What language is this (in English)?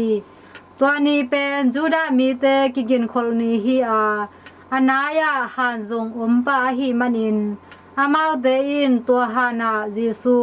Tedim Chin